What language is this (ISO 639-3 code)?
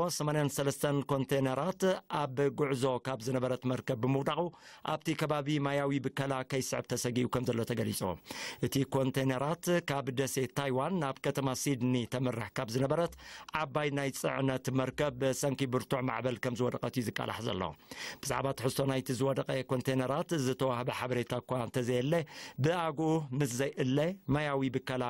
tir